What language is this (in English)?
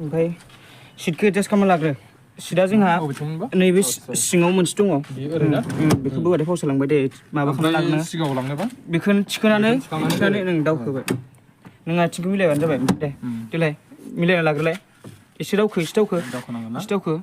Bodo